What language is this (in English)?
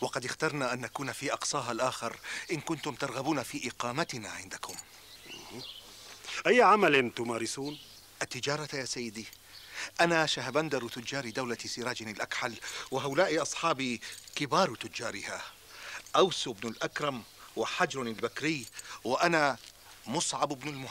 Arabic